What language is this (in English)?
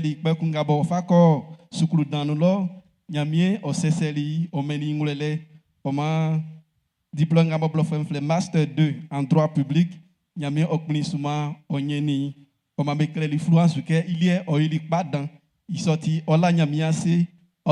Baoulé